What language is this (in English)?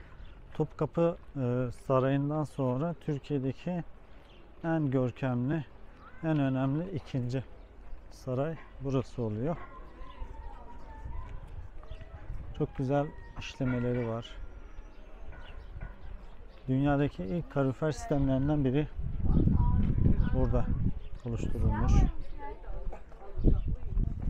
Turkish